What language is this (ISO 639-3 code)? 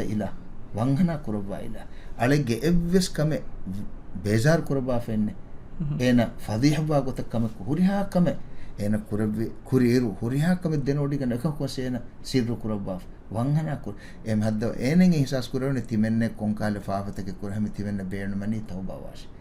div